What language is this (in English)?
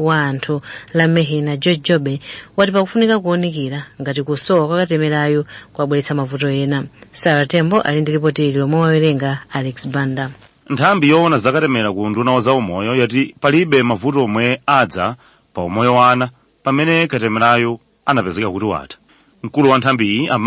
Nyanja